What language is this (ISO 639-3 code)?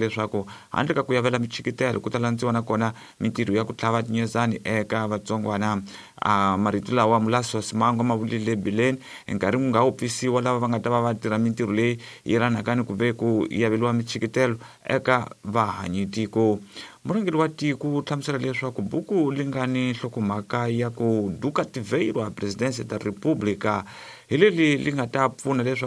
tso